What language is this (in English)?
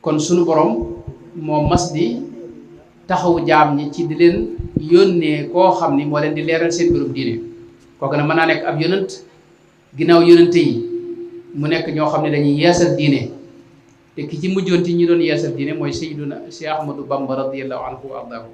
Wolof